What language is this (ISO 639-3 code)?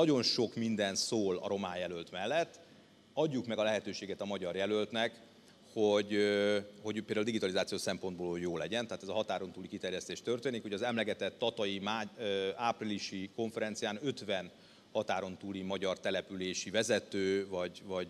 hun